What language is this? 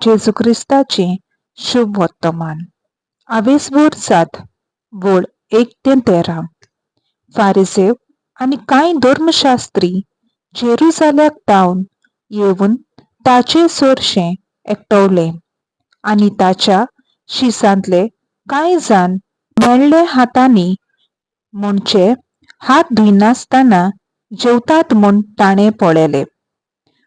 Konkani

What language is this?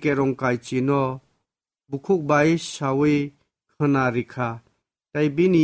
Kok Borok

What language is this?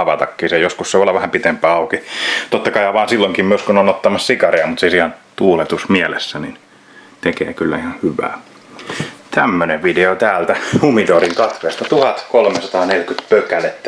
Finnish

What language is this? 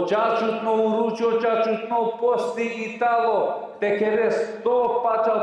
Balkan Romani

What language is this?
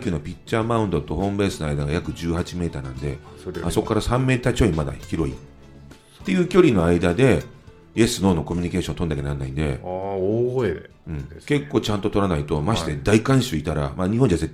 Japanese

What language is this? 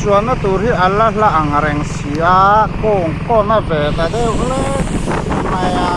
Mizo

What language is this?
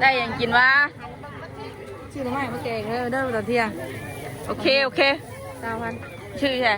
Northeastern Thai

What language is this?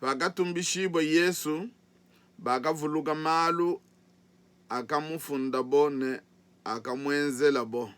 Luba-Lulua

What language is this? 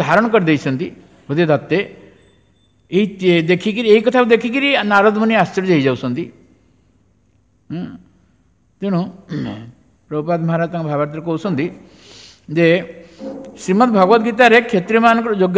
Odia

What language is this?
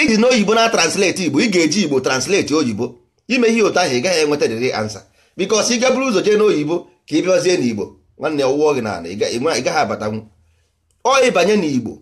Igbo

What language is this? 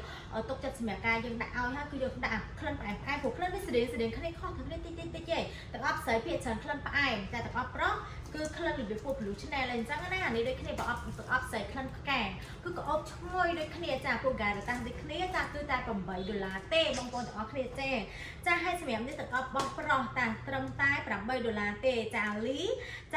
Khmer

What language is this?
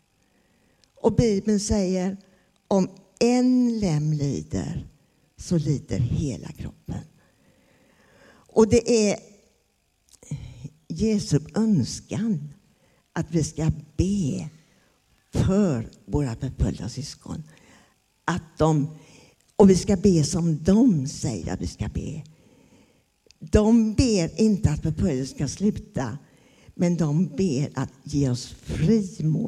Swedish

